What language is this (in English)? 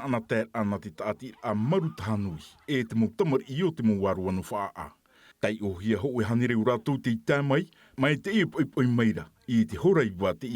Tahitian